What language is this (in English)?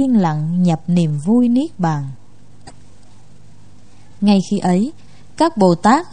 Vietnamese